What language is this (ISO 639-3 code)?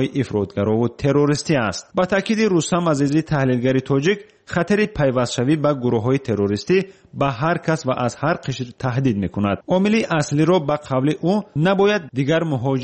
fas